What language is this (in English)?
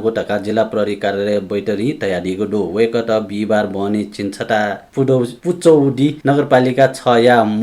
Newari